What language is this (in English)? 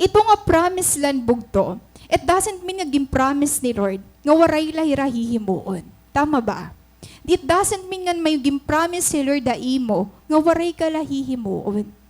Waray